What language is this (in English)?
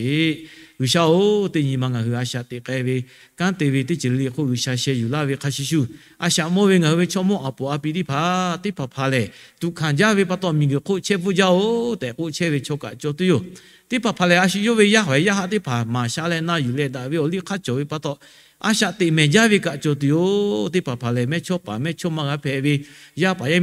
Lahu